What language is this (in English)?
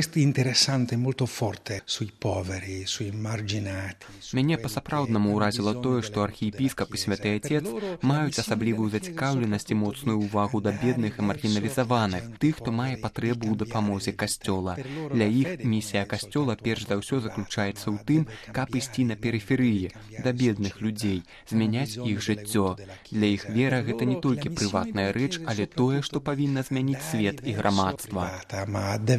Belarusian